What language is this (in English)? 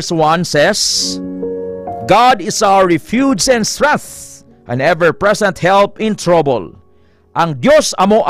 Hiligaynon